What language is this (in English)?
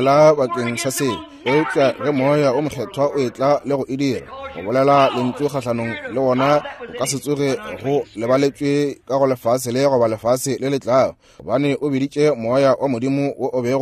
Northern Sotho